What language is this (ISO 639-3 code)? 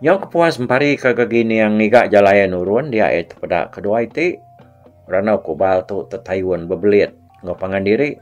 iba